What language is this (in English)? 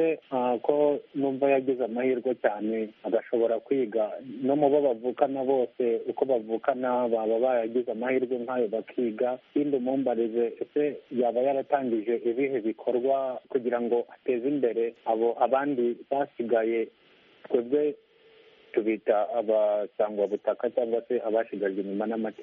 Kinyarwanda